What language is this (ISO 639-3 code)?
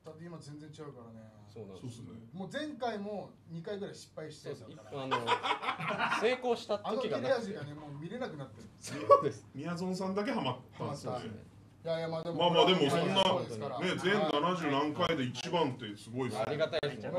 jpn